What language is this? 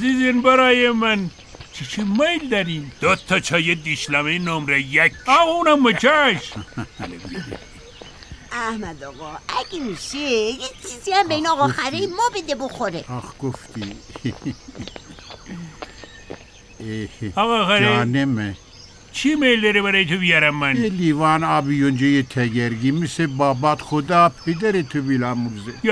Persian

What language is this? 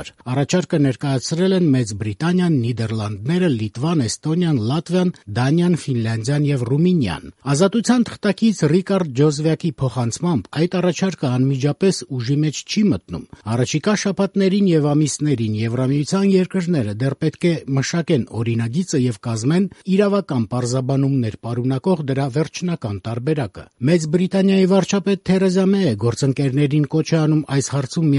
Armenian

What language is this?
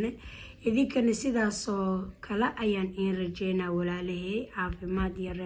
Somali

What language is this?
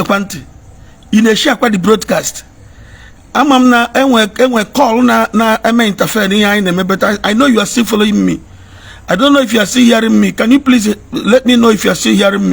Igbo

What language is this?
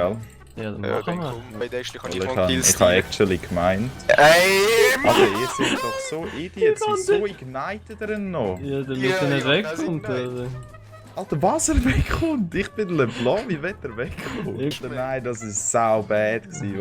Swiss German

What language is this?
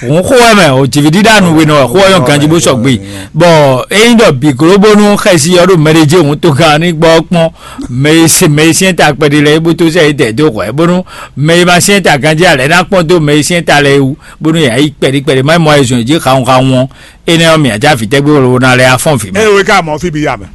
Fon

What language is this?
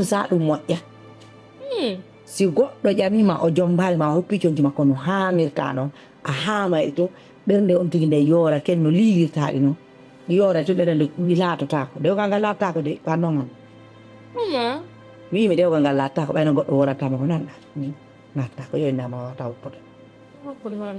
Fula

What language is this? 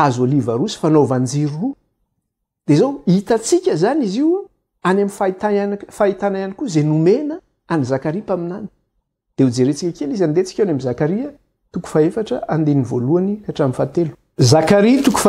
Malagasy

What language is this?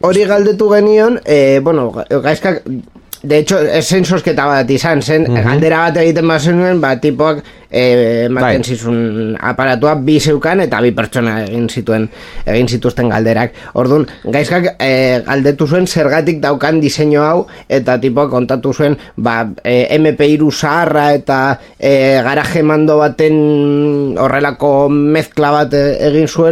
Basque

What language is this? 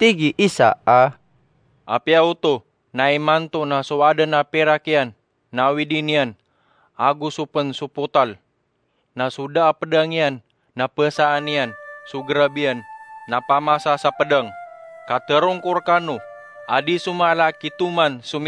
Maranao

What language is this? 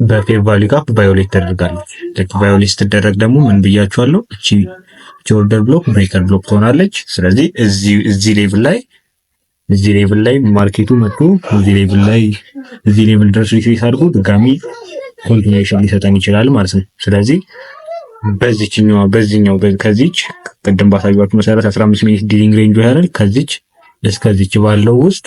Amharic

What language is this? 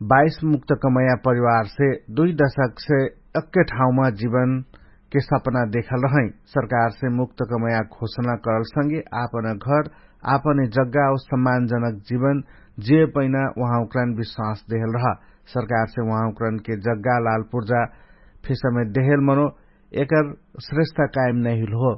Dangaura Tharu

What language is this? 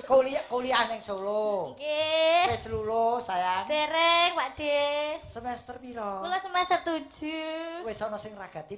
Javanese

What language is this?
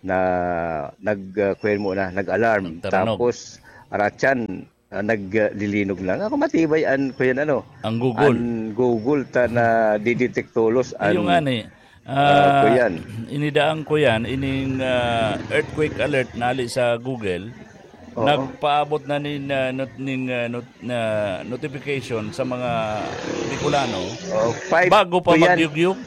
Bikol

